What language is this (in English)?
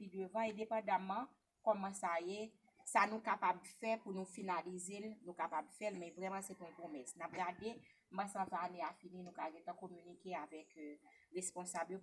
Haitian Creole